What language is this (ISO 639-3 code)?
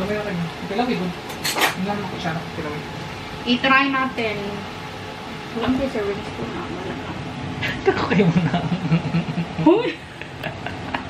fil